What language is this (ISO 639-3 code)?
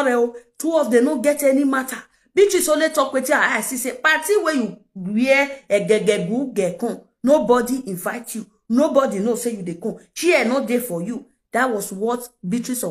pcm